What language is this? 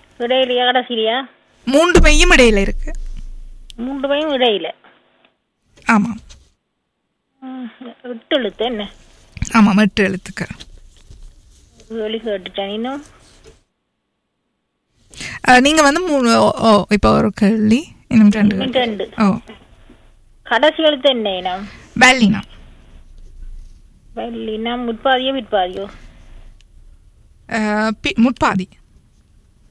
Tamil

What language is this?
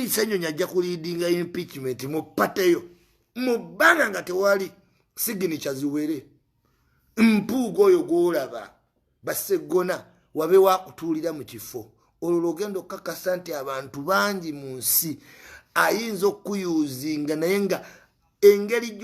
Ganda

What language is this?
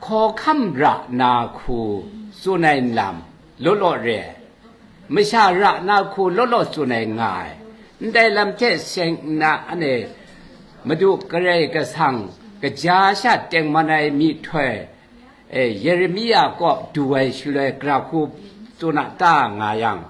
Kachin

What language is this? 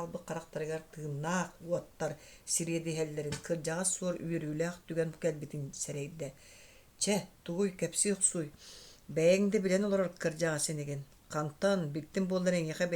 Yakut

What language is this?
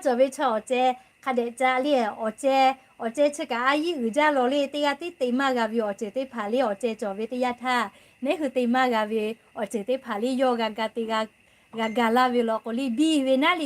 Lahu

